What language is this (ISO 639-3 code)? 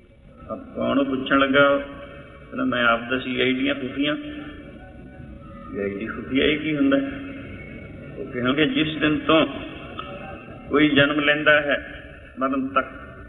pan